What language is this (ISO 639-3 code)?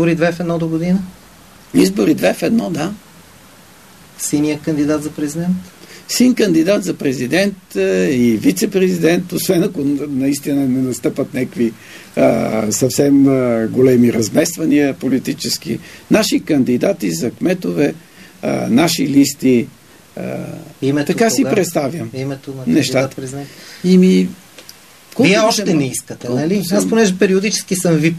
bul